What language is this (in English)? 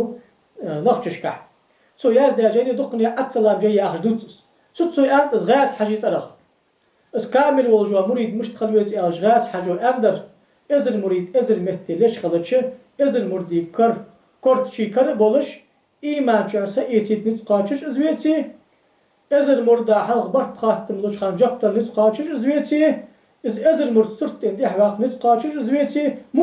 Ingush